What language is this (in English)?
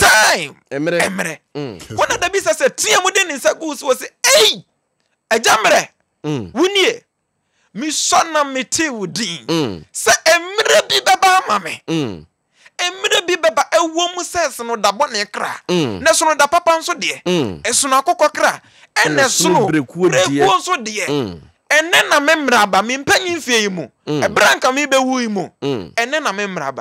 Akan